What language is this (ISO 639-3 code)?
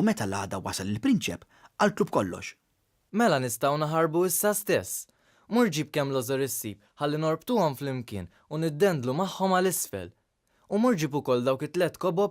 mlt